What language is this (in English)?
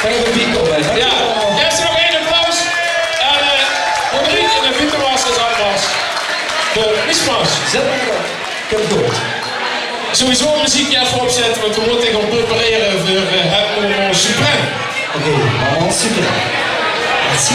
Limburgish